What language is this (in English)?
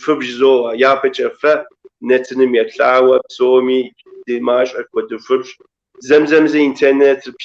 Kabardian